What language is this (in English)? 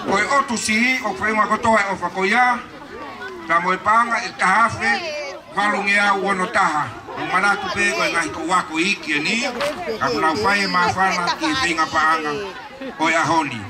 Tongan